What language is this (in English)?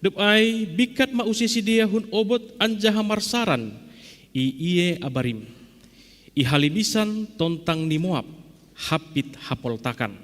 Batak Simalungun